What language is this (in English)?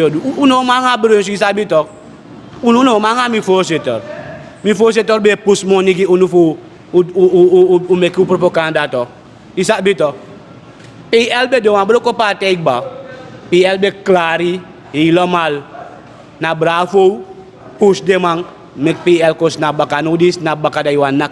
Sranan Tongo